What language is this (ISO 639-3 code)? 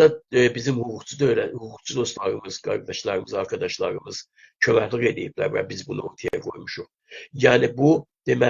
azb